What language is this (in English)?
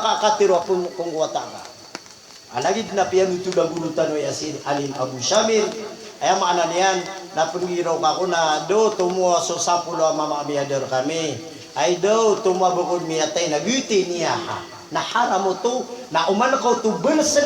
Maranao